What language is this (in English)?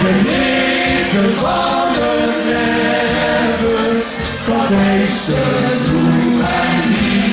Limburgish